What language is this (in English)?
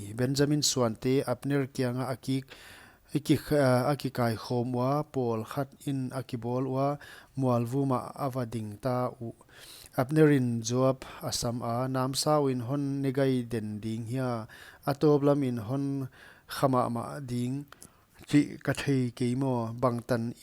Paite Chin